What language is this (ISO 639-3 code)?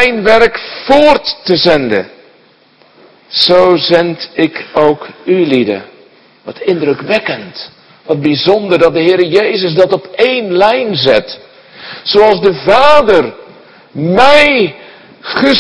nld